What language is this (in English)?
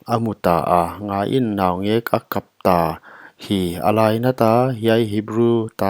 Paite Chin